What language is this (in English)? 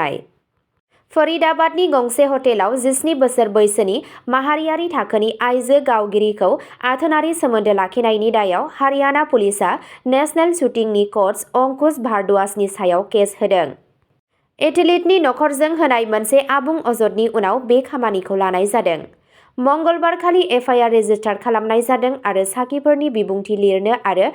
Bodo